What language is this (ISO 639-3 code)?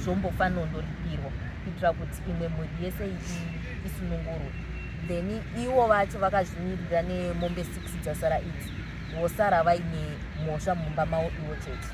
sna